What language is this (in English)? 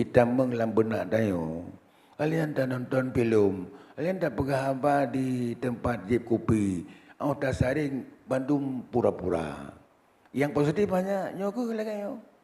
Achinese